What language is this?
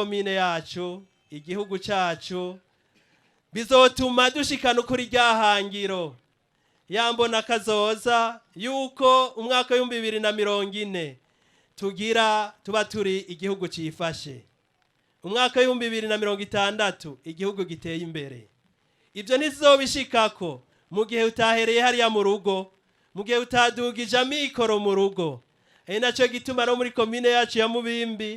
Rundi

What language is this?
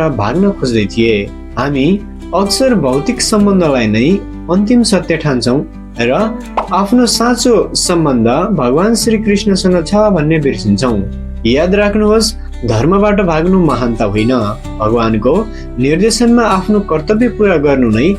Nepali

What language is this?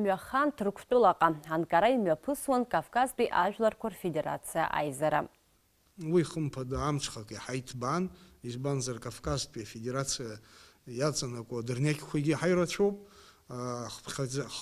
Abkhazian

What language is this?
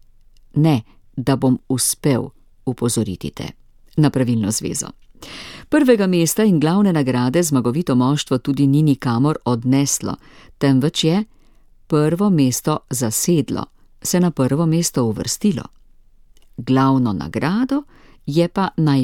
Slovenian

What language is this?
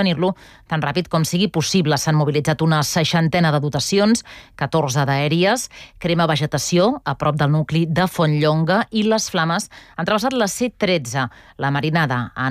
Catalan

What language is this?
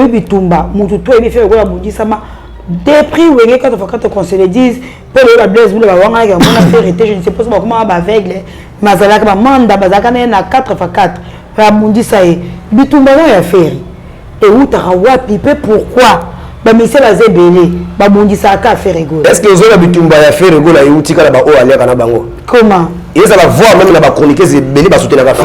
Lingala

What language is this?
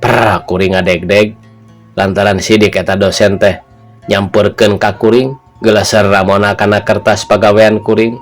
Sundanese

